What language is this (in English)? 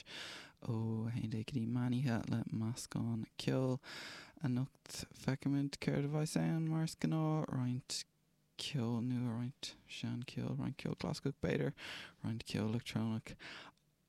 Irish